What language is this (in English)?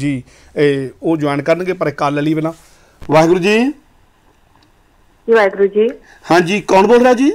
Punjabi